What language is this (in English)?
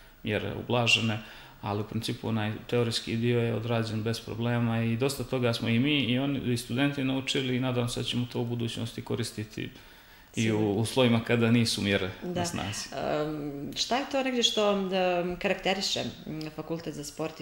Serbian